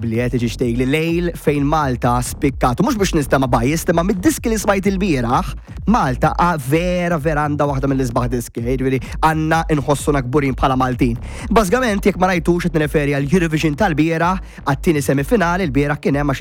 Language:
Maltese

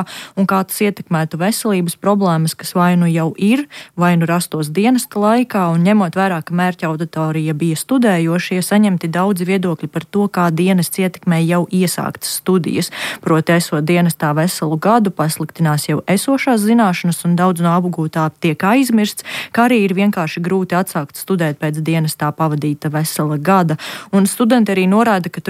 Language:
Latvian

